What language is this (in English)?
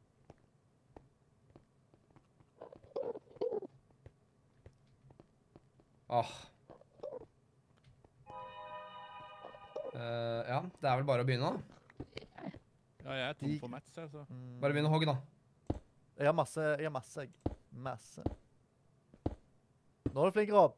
Norwegian